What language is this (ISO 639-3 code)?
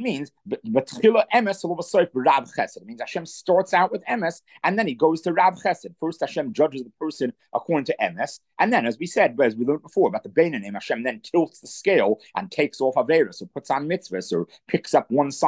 eng